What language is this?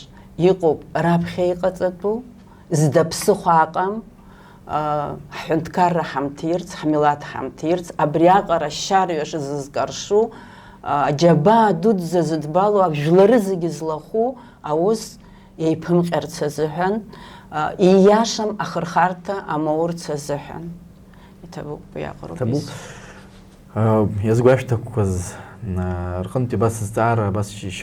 Abkhazian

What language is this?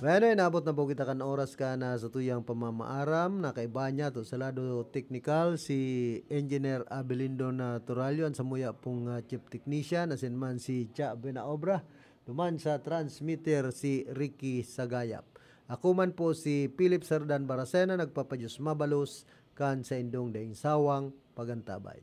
Bikol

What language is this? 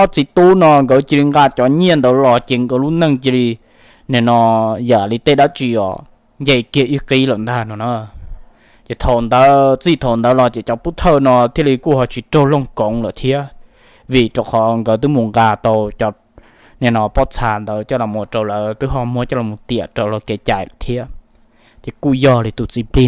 Hmong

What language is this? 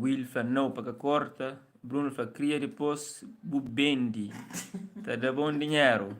Kabuverdianu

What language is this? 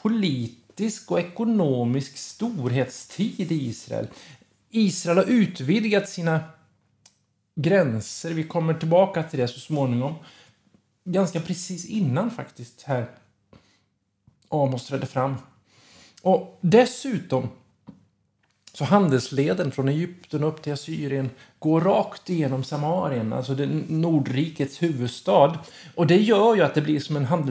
Swedish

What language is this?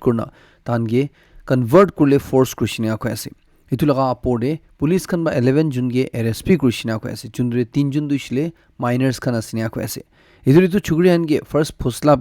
Naga Pidgin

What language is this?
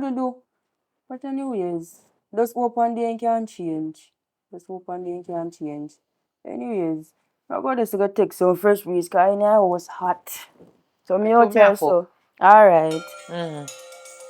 Jamaican Creole English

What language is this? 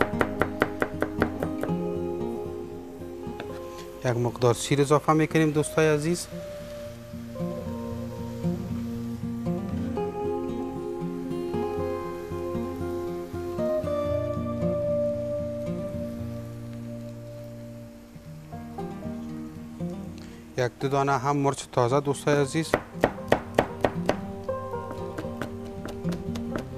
Persian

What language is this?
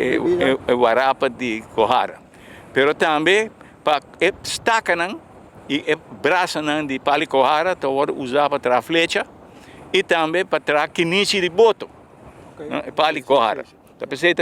Papiamento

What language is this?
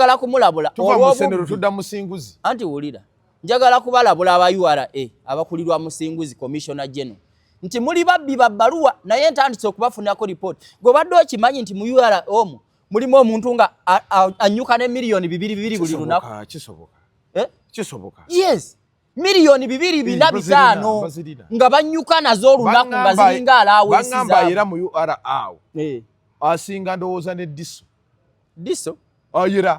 Ganda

